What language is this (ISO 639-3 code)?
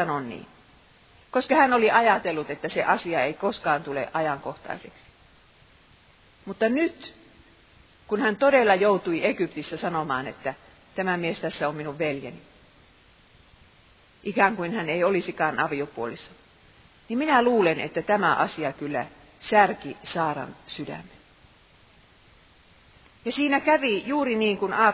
fin